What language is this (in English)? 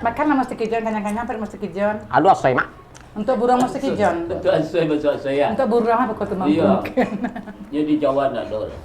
Minangkabau